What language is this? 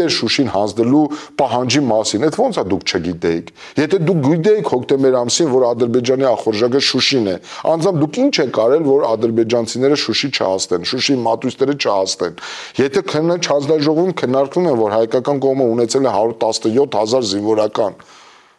Armenian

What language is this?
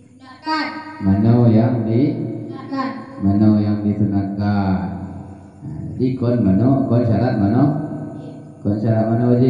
Achinese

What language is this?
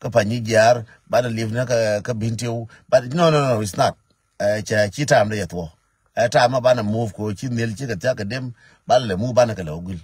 Nuer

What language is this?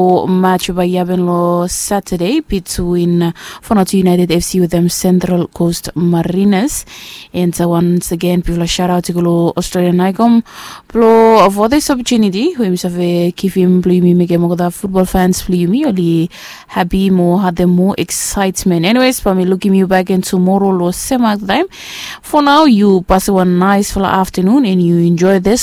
Bislama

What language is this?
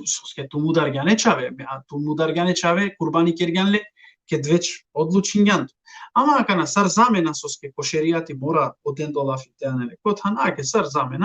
Balkan Romani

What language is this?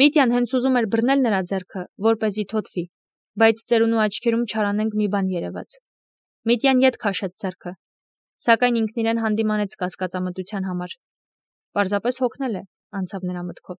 Armenian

